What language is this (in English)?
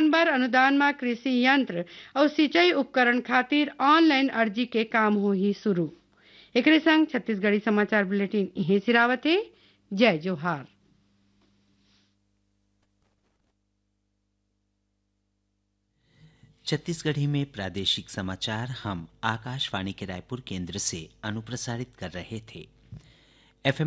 Chhattisgarhi